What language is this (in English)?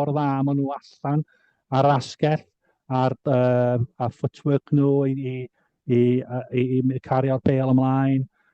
Welsh